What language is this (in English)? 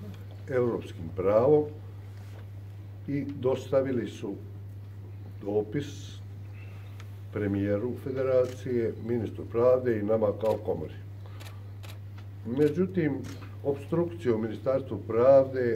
Bosnian